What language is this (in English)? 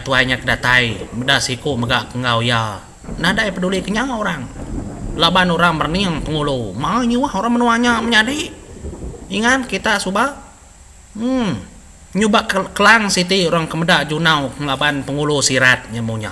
Iban